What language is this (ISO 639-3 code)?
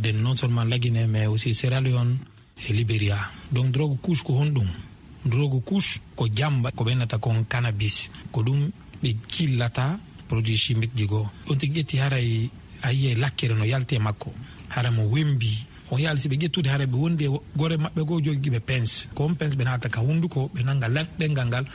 ful